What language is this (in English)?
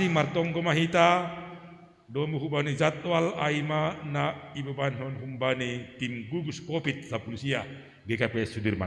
Batak Simalungun